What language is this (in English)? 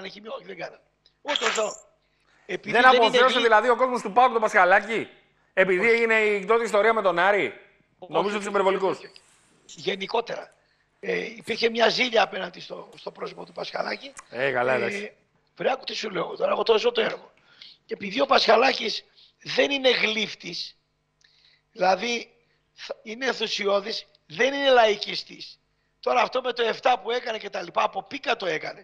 Greek